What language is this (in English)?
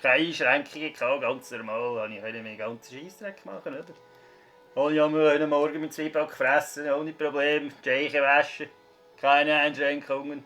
Swiss German